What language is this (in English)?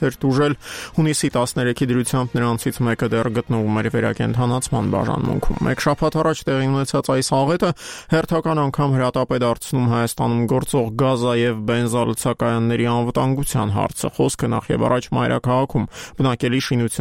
Armenian